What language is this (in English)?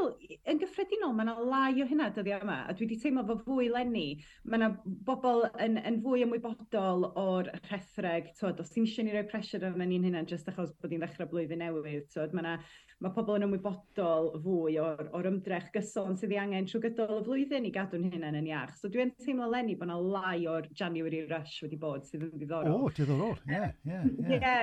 Welsh